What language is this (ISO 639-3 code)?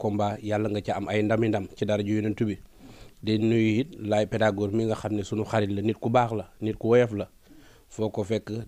wol